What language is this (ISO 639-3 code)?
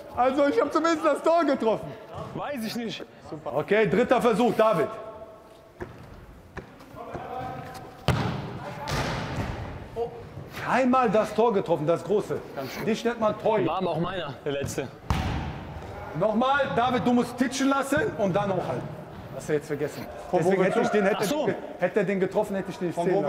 deu